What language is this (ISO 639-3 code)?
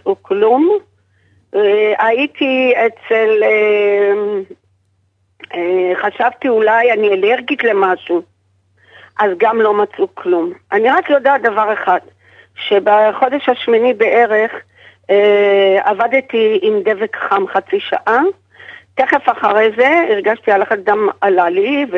heb